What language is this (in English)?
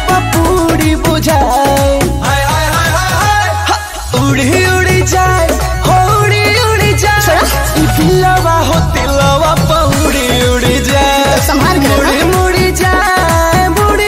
Bhojpuri